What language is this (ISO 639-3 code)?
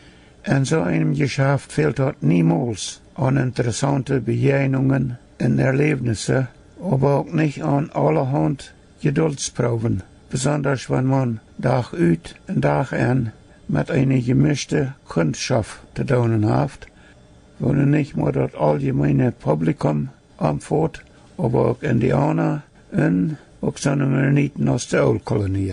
pdt